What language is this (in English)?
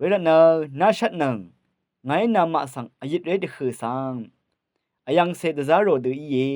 Rawang